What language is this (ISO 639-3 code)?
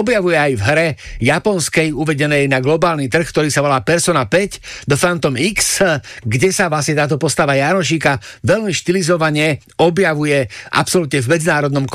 slk